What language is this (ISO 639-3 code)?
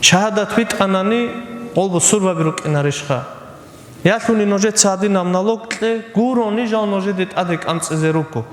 ava